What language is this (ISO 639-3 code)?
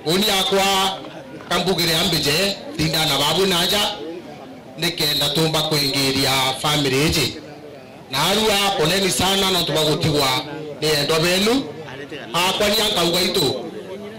mer